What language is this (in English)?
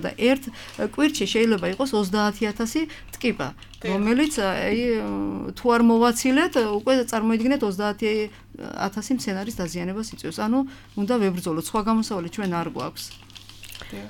Georgian